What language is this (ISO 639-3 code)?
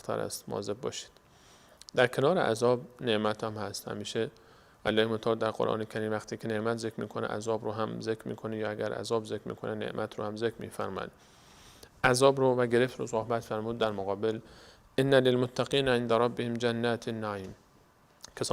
fas